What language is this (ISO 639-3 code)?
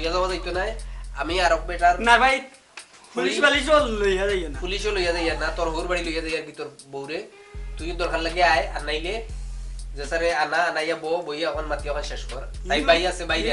syl